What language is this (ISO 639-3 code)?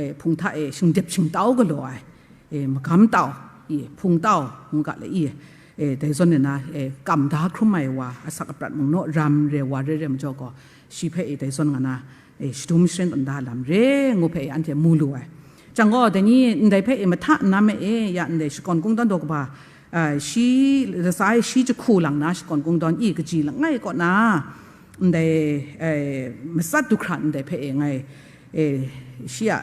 kac